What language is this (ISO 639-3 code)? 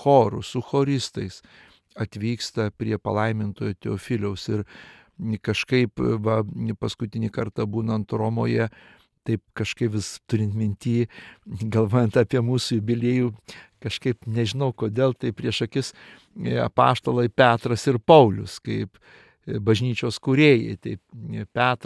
lit